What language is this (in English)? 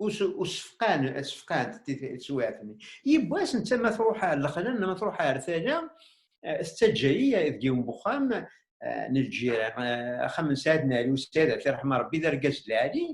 Kabyle